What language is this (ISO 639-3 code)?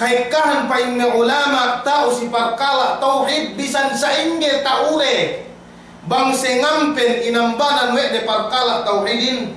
yka